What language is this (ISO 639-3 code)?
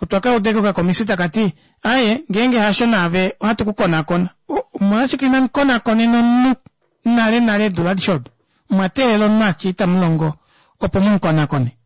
kua